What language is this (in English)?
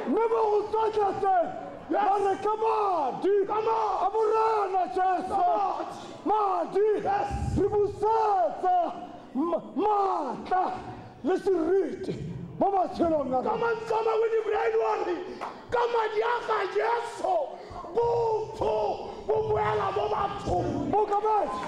Tswana